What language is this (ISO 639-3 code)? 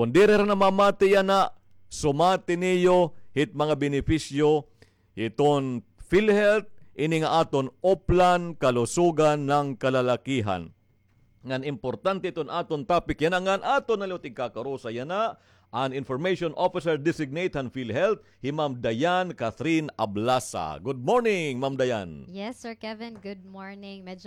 war